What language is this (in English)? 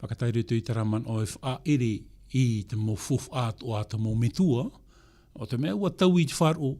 Tahitian